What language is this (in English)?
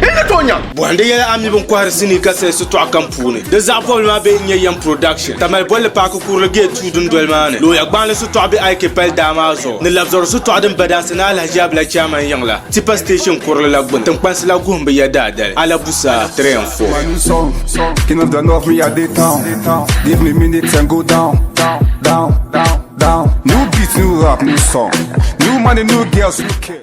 Dagbani